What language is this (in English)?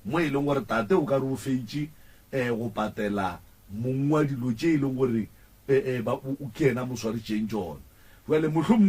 Northern Sotho